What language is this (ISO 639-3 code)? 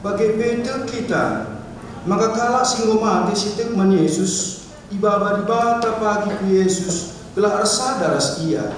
btx